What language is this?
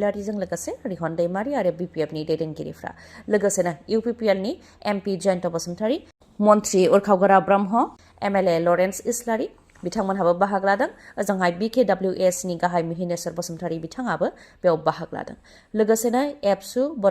Bodo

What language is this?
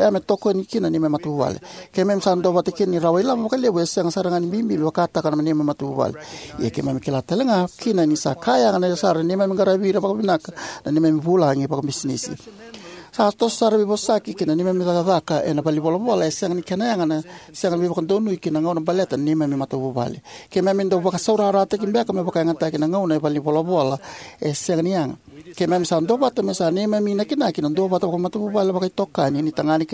Fijian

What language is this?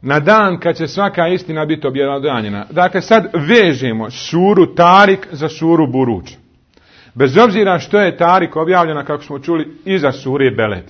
Bosnian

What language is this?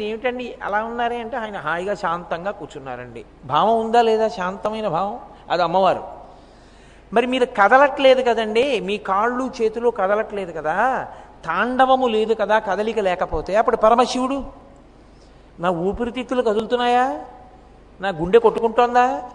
Telugu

